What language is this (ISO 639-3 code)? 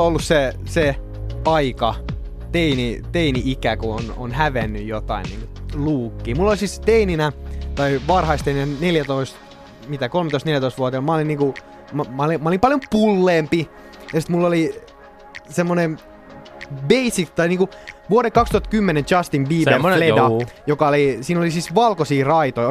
fin